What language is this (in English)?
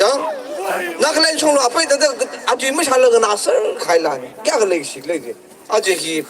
Tangkhul Naga (India)